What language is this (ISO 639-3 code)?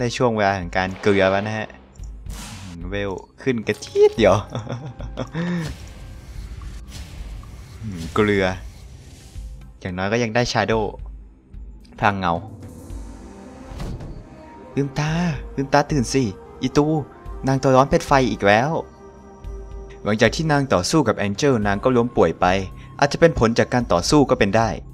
tha